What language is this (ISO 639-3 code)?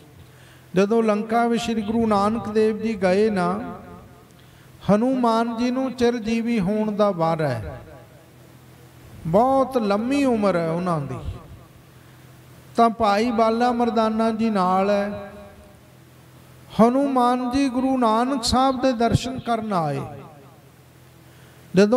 pan